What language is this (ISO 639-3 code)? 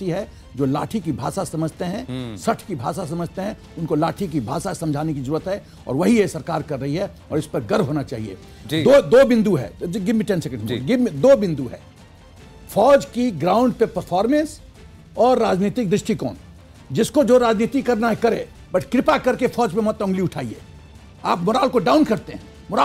hin